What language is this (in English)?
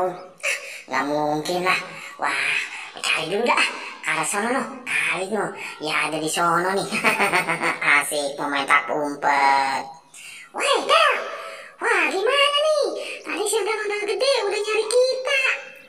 Betawi